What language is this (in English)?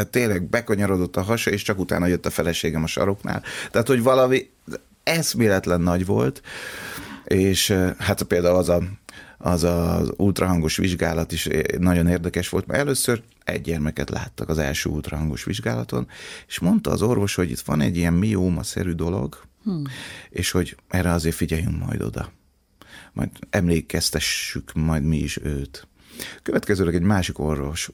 Hungarian